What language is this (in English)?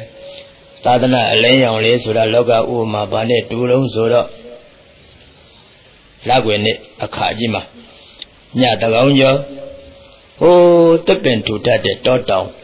Burmese